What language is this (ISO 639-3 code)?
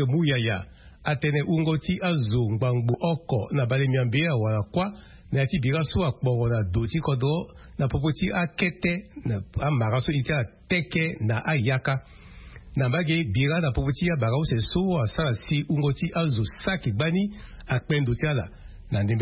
sag